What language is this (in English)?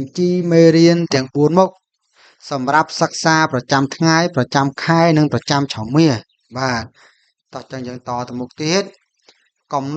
Khmer